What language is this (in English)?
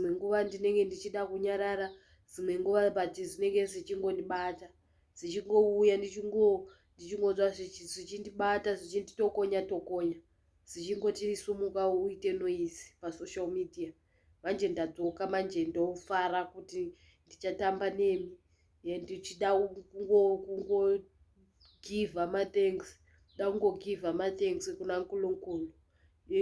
Shona